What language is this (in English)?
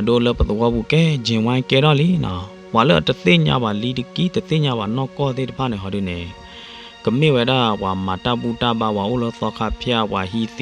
S'gaw Karen